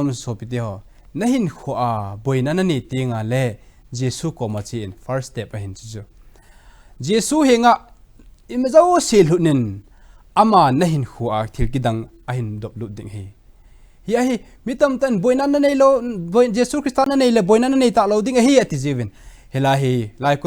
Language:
Thado Chin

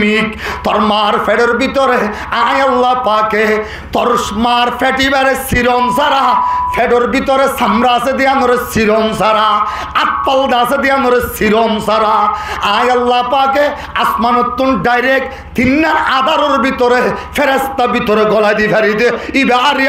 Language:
Rohingya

